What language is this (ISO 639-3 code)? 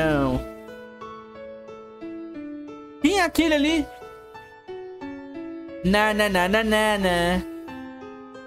por